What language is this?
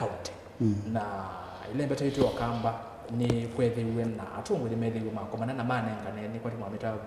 Kamba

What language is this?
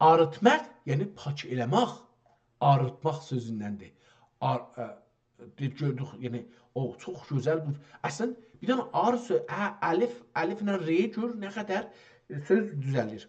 South Azerbaijani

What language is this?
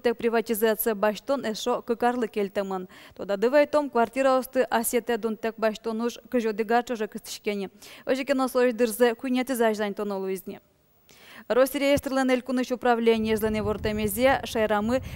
Udmurt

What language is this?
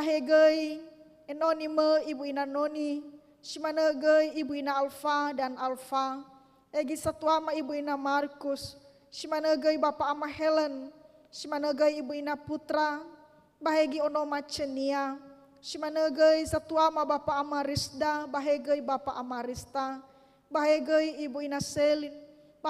Nias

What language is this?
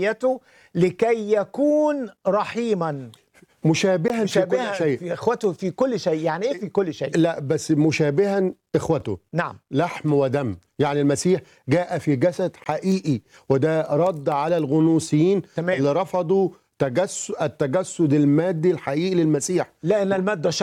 Egyptian Arabic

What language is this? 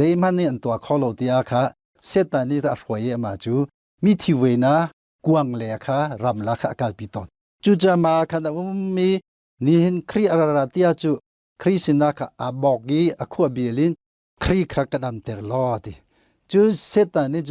Hakha Chin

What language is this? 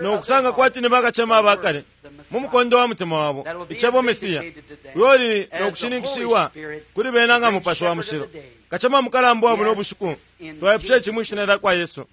Bemba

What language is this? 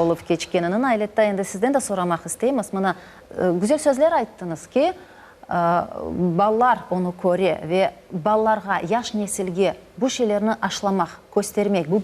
Crimean Tatar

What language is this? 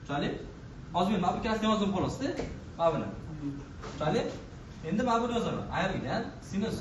Uzbek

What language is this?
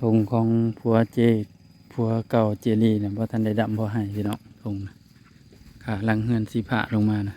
Northeastern Thai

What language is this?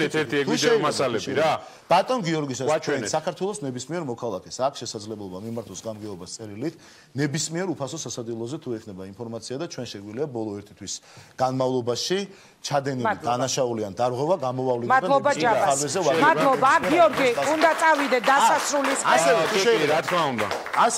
Georgian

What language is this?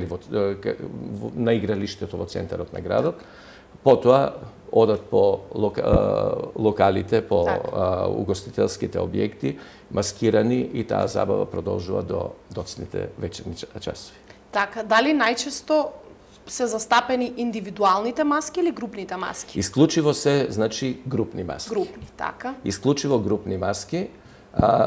Macedonian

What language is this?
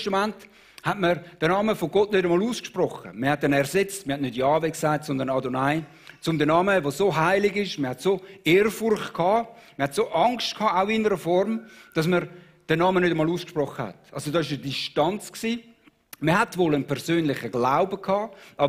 Swiss German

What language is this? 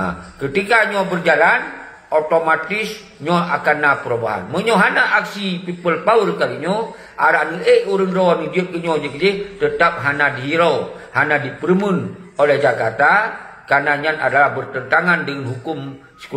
Achinese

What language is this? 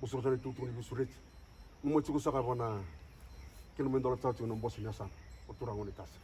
Fijian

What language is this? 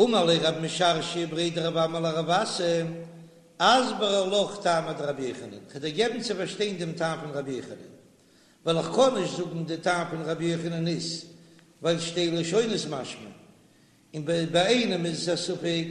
Yiddish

